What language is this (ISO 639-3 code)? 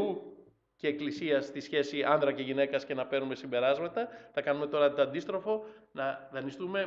ell